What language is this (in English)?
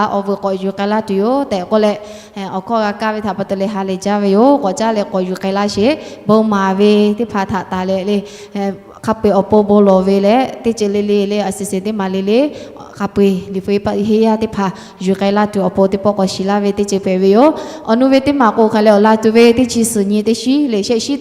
Lahu